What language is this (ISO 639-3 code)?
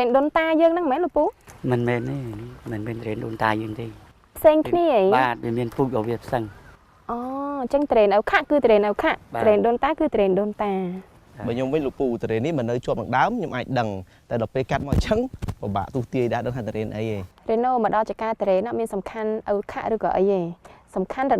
khm